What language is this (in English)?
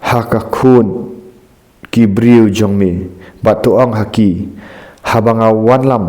Khasi